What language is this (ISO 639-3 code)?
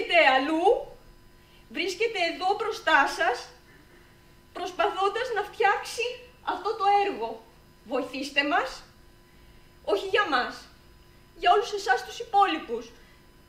ell